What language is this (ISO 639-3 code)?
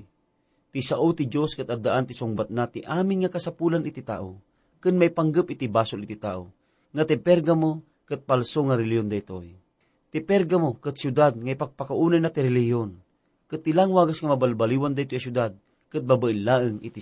ilo